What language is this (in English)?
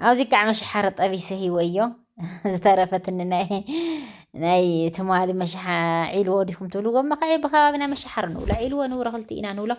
Tigrinya